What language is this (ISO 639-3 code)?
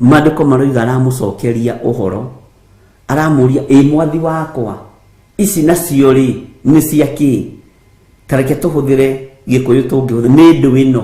kik